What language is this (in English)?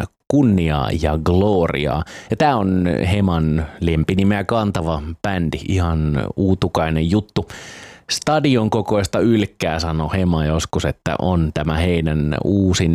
Finnish